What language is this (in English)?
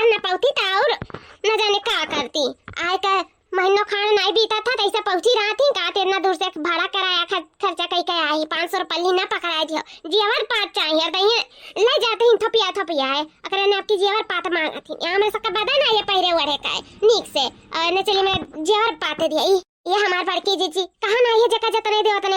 Awadhi